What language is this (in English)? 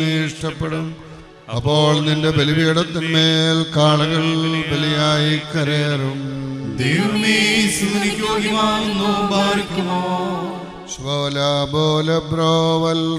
Malayalam